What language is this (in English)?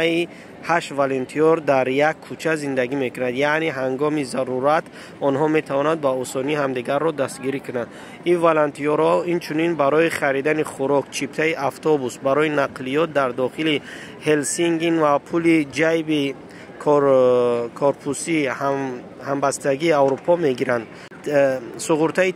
Tajik